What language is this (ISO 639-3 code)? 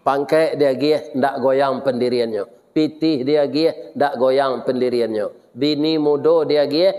min